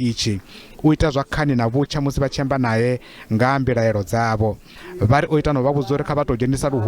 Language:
Venda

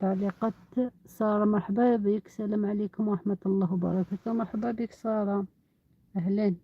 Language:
Algerian Arabic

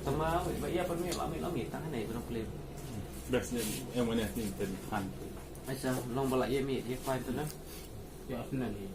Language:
Khasi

